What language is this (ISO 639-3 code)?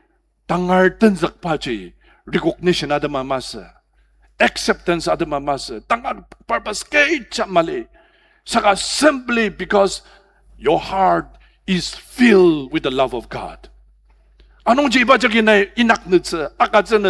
njo